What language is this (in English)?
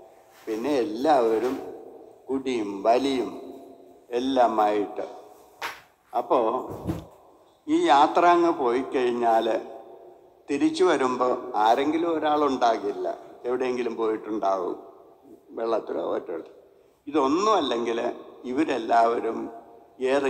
Malayalam